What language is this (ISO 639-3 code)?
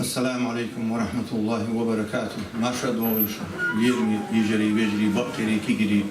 che